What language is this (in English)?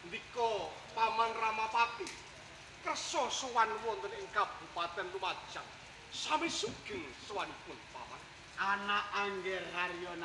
Javanese